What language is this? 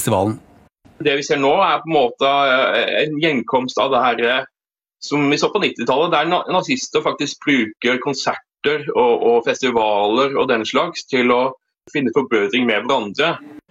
Norwegian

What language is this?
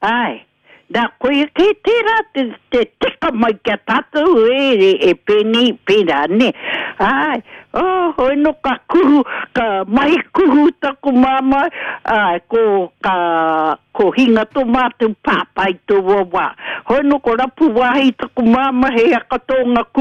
Māori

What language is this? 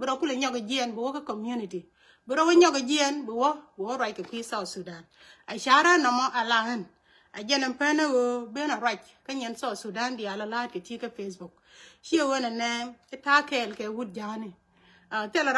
Nuer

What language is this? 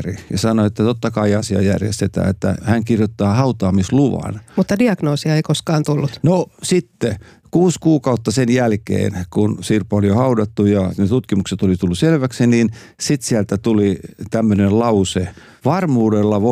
Finnish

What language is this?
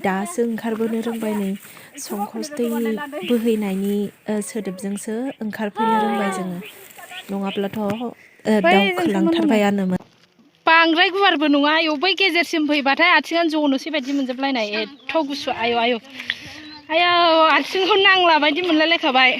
Bodo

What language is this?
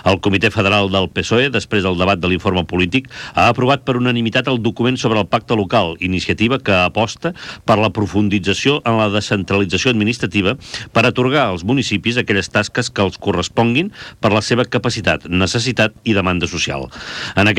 Catalan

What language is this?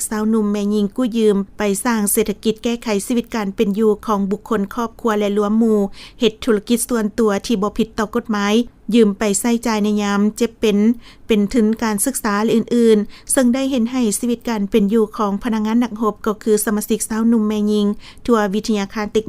Lao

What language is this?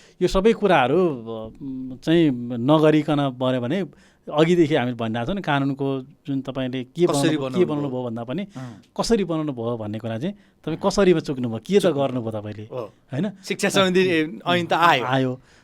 Nepali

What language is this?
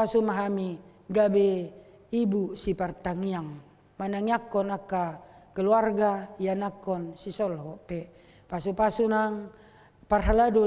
Batak Toba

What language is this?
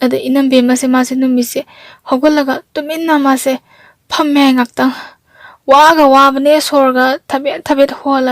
Manipuri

